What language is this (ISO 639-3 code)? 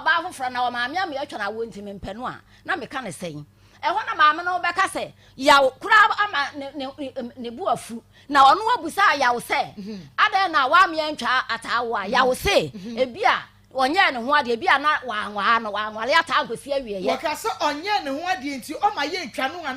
aka